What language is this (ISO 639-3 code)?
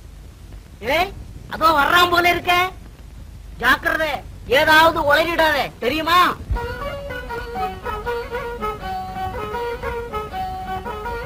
tam